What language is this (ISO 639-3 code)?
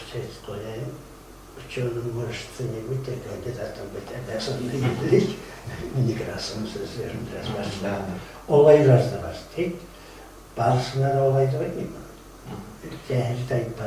kum